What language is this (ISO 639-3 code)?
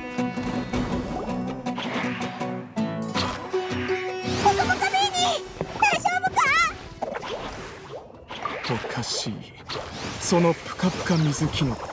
jpn